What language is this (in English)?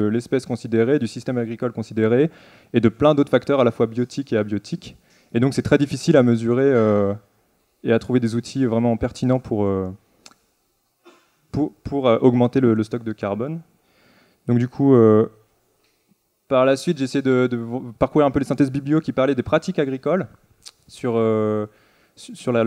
French